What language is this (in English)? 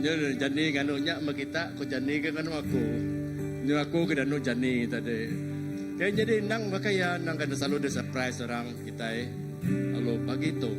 Iban